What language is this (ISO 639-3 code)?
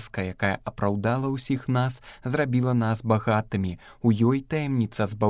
bel